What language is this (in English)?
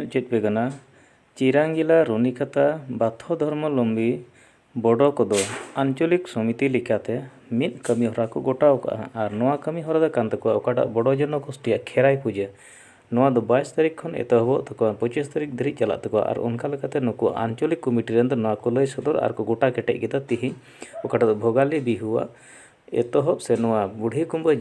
Santali